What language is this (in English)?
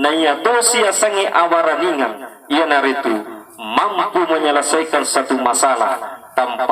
Buginese